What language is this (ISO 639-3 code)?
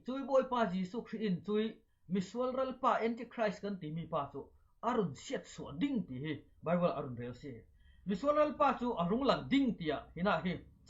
cfm